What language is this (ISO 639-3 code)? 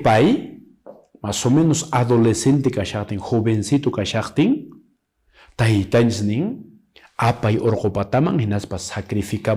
que